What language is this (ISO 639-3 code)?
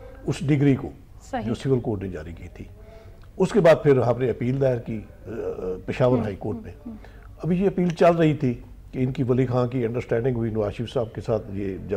urd